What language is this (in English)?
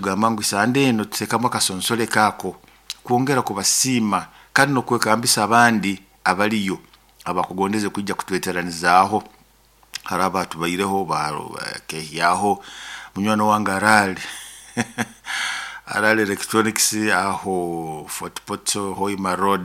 Nyoro